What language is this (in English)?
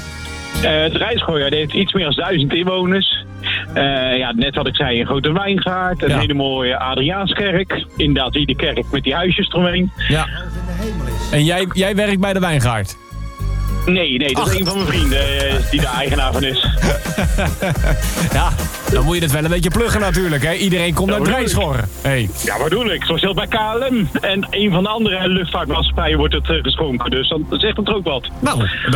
Dutch